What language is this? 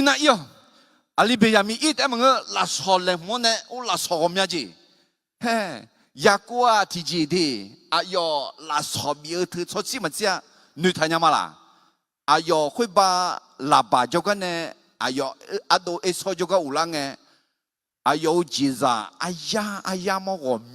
Akha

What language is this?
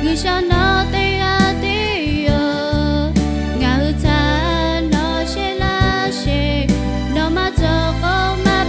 Lahu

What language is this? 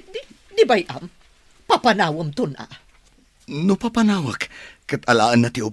Iloko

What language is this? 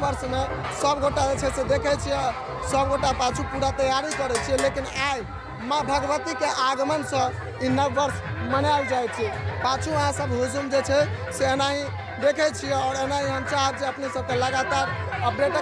Maithili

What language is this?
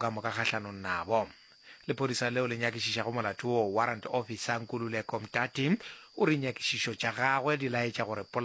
Northern Sotho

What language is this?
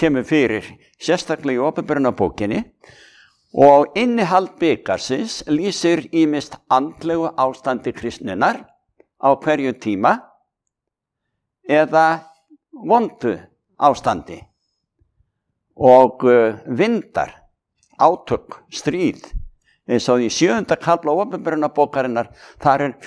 Icelandic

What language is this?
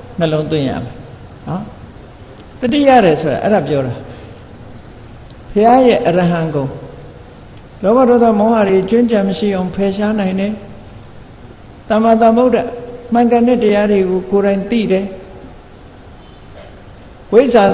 Burmese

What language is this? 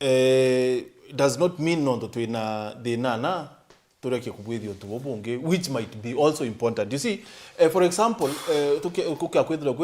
Meru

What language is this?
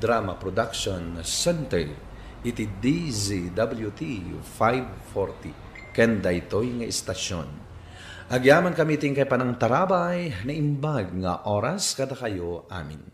Iloko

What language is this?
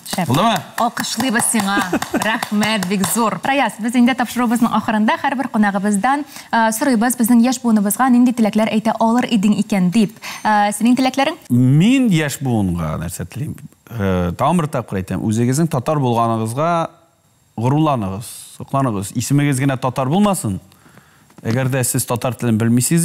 Tatar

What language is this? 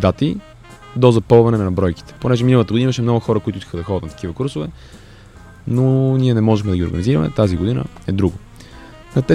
Bulgarian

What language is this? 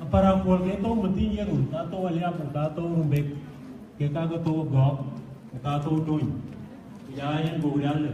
Dinka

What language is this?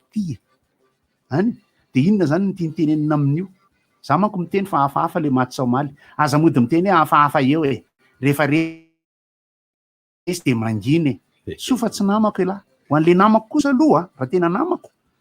Malagasy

